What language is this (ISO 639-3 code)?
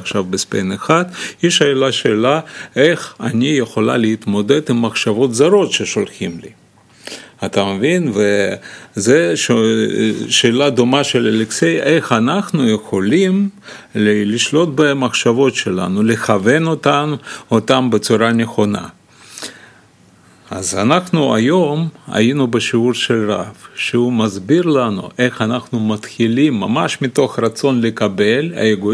heb